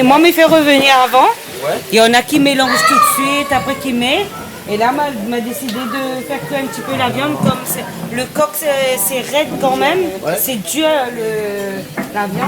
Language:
Réunion Creole French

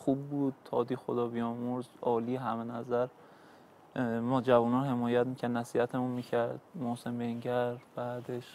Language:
Persian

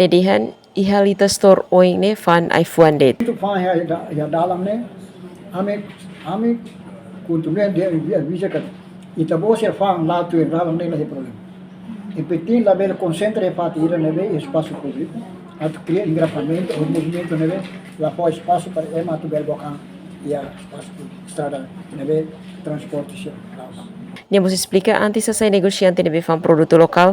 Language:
Tetum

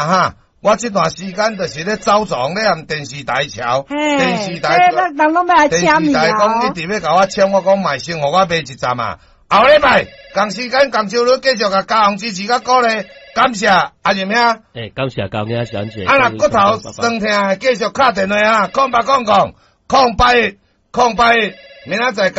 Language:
Min Nan Chinese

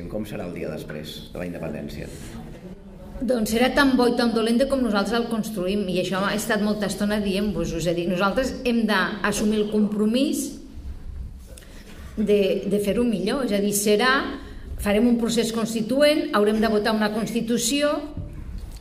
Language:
Catalan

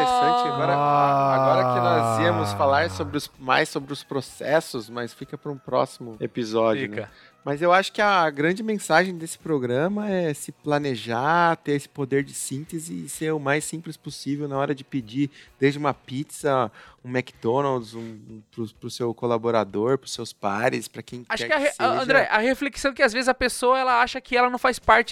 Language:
Portuguese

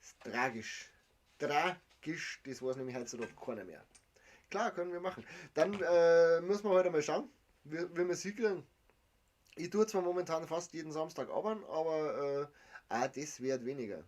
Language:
Bavarian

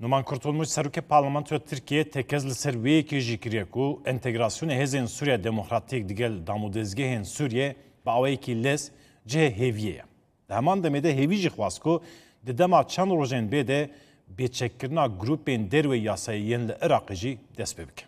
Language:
Kurdish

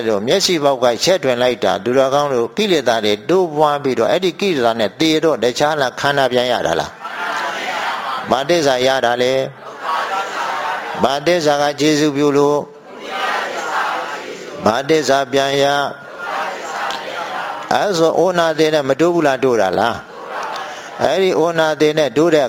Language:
Burmese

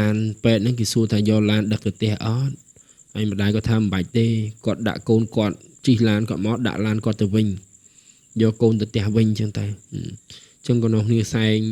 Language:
Khmer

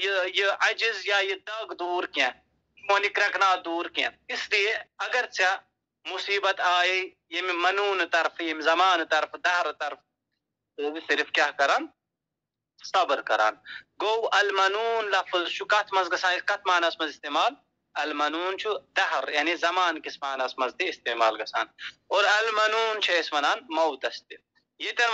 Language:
Kashmiri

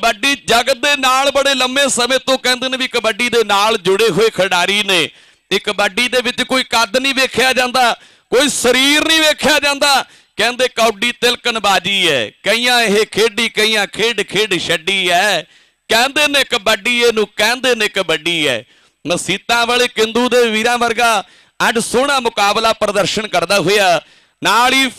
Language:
Punjabi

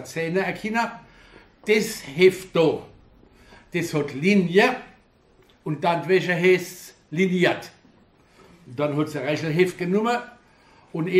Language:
Palatine German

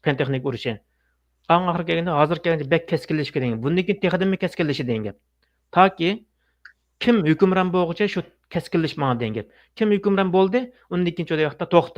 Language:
Uyghur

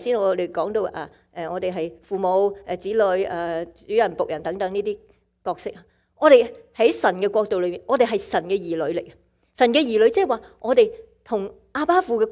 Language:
Cantonese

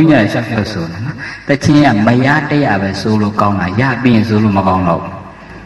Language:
Burmese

